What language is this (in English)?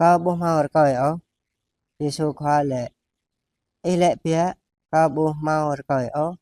Jarai